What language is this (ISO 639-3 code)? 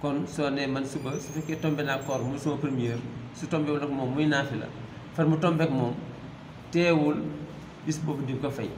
wol